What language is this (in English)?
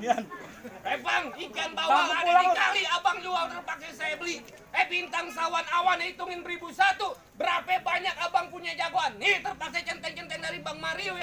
Betawi